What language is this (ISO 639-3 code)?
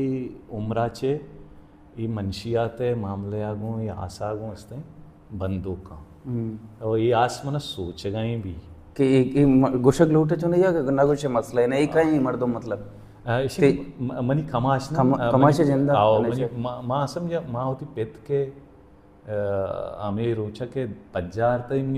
bal